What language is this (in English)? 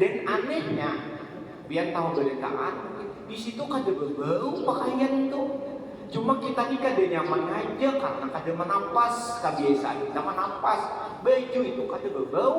Banjar